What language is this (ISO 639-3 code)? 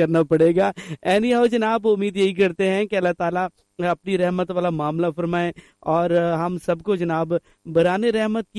urd